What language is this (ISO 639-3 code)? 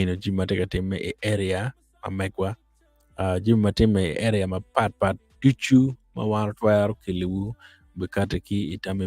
ach